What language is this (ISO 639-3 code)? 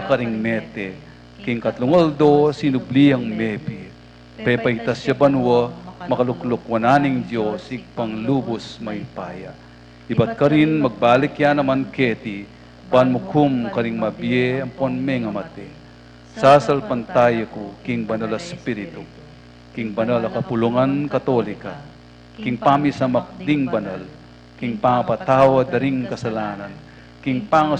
pam